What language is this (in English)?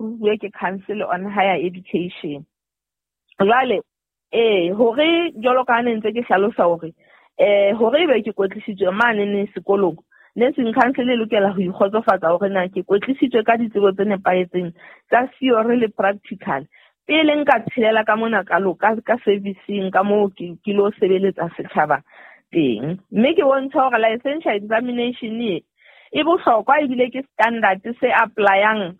Southern Sotho